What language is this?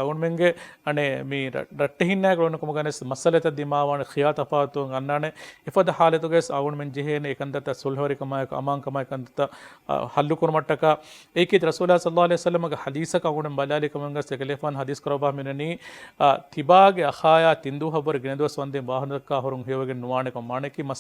Divehi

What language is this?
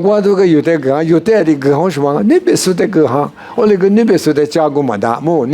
Lisu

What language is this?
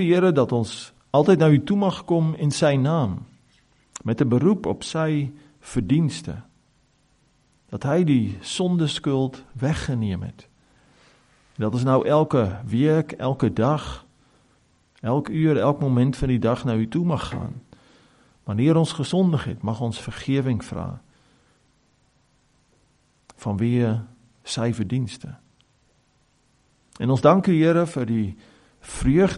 Afrikaans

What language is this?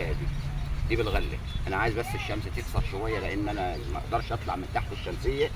Egyptian Arabic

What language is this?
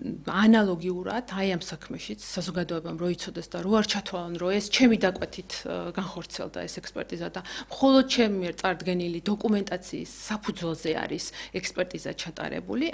Georgian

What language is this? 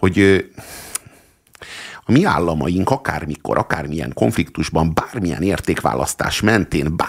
Hungarian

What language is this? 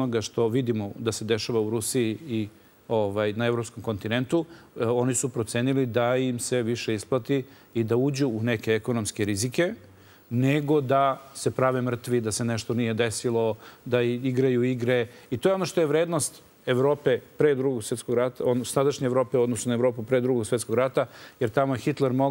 Serbian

